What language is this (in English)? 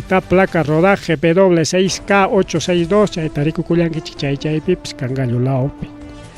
Ayacucho Quechua